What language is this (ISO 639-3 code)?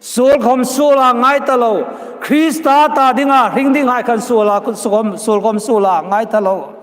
hmr